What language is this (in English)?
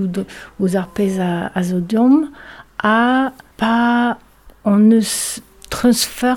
Breton